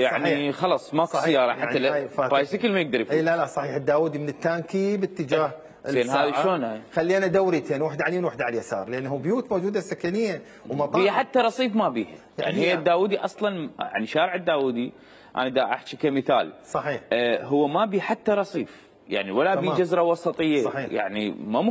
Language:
Mesopotamian Arabic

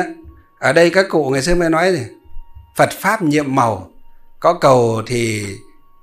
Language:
Vietnamese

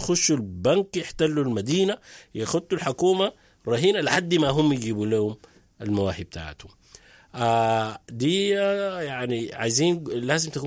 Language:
Sudanese Arabic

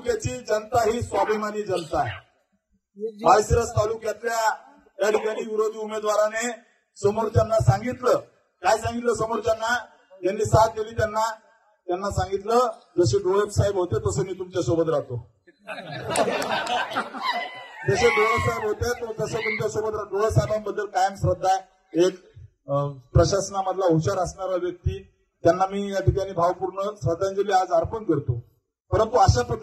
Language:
Marathi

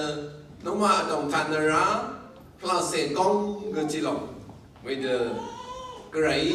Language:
Rawang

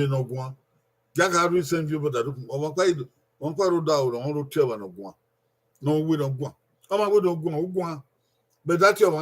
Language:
Bini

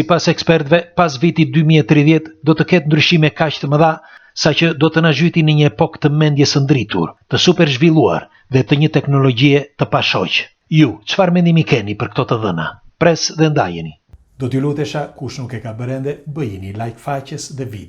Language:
Albanian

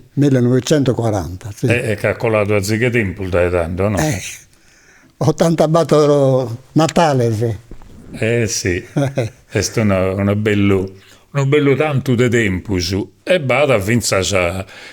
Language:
Sardinian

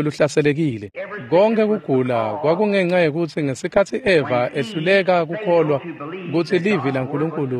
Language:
Swati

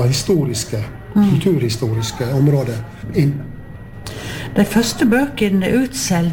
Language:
Norwegian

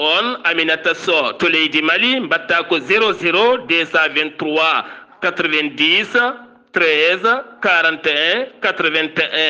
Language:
Fula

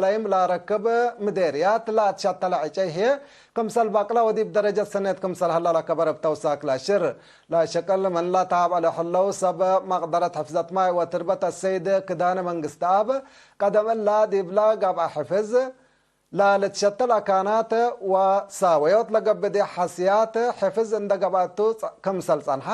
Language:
Tigre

